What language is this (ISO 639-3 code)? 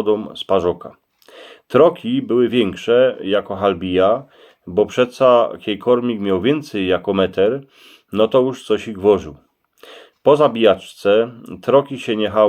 szl